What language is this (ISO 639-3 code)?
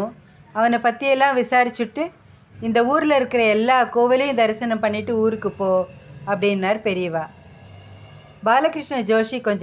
tam